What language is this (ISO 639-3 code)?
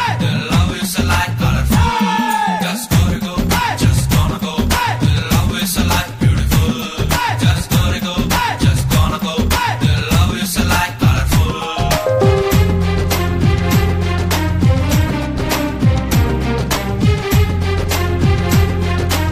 tel